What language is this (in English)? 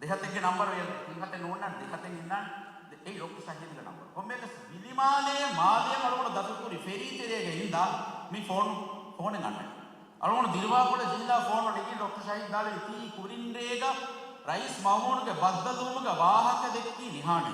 Divehi